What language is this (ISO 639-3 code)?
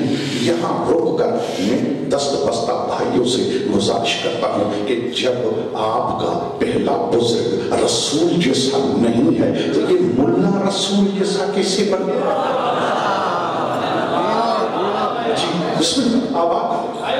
urd